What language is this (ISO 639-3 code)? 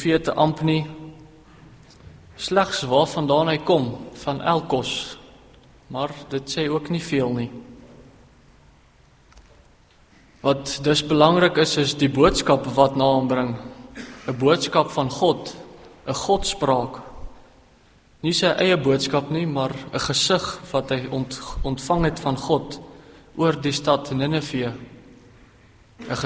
afr